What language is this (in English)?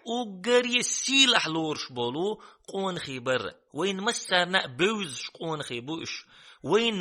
Chechen